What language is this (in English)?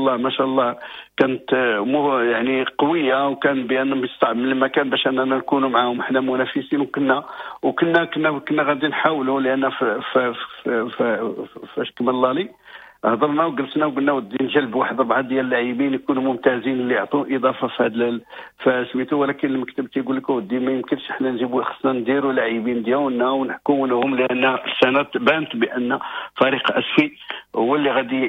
Moroccan Arabic